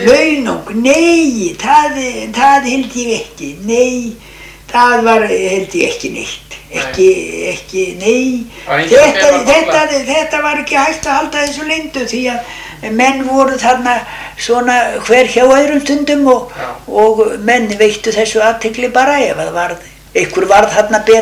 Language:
Icelandic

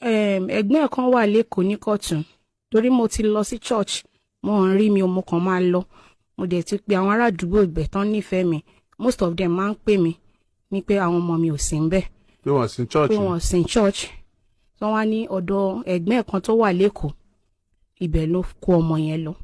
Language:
Yoruba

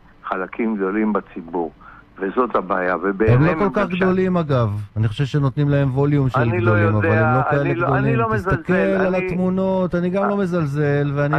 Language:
Hebrew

